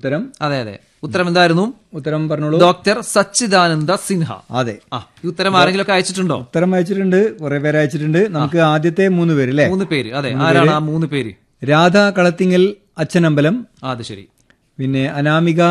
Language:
Malayalam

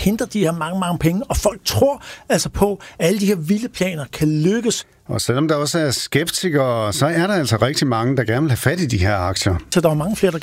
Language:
Danish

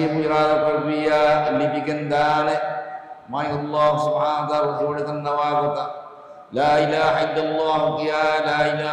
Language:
Divehi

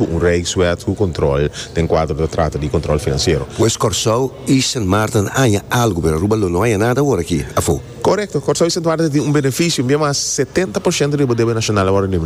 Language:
Papiamento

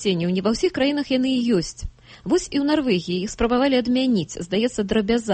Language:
Belarusian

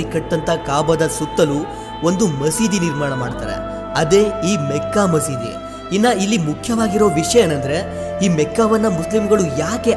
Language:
Kannada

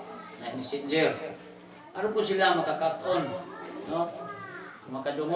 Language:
Cebuano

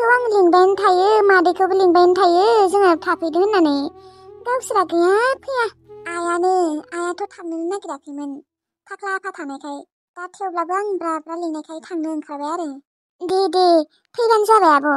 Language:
Bodo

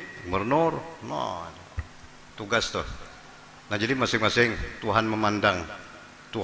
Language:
Banjar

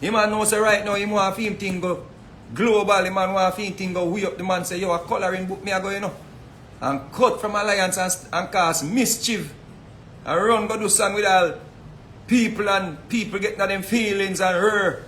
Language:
Jamaican Creole English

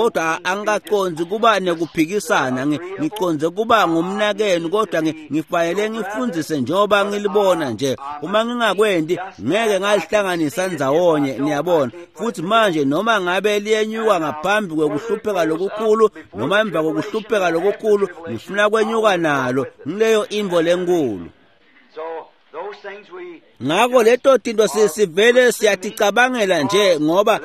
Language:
Swati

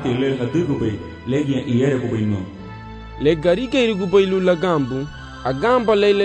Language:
Garifuna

